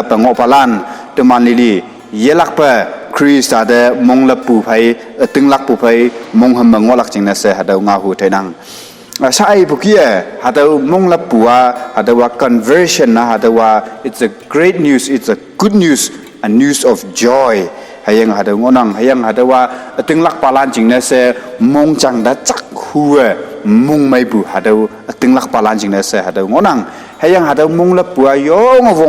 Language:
Konyak Naga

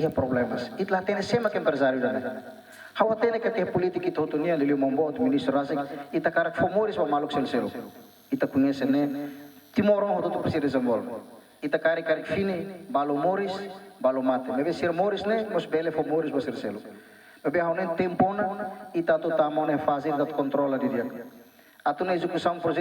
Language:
Tetum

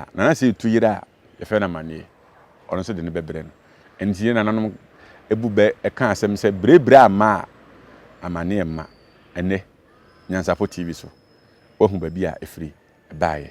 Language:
Akan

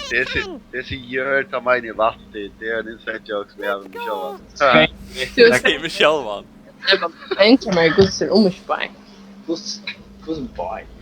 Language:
Faroese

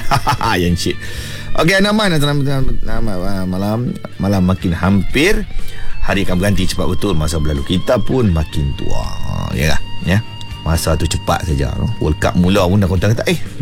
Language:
Malay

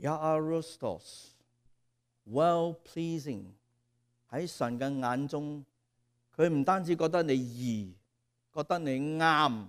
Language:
Cantonese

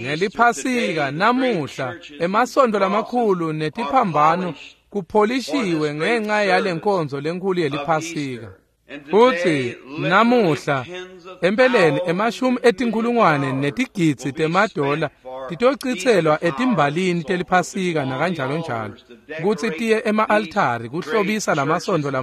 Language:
Swati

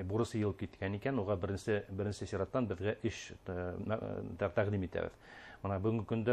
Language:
Bashkir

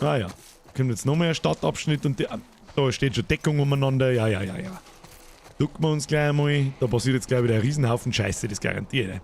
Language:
Bavarian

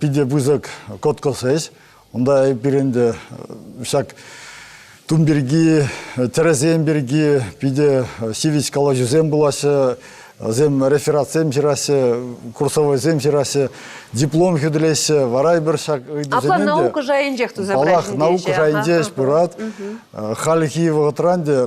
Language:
Chuvash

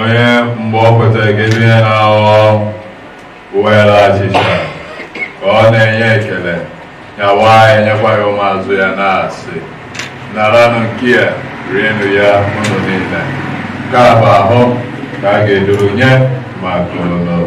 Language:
Igbo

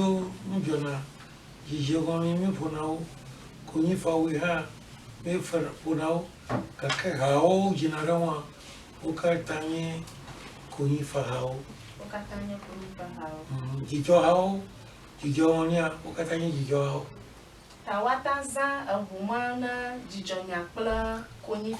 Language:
Ewe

